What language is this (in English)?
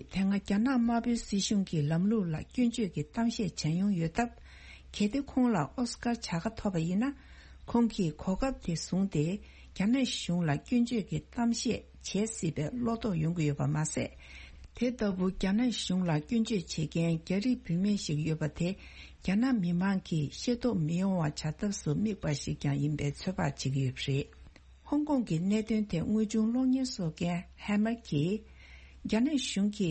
Tibetan